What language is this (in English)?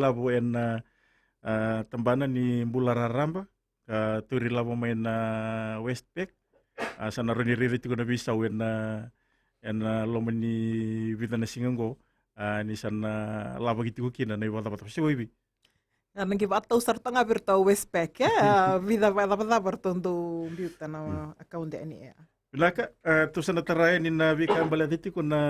Fijian